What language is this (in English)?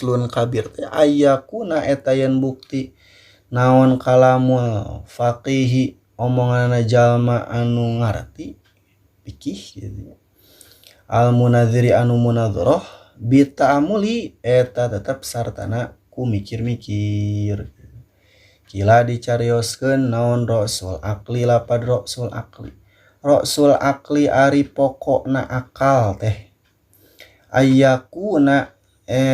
Sundanese